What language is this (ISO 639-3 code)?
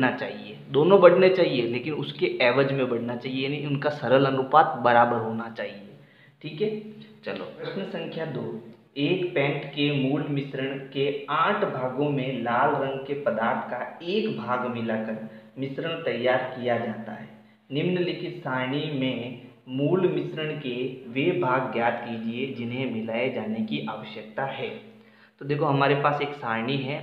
hin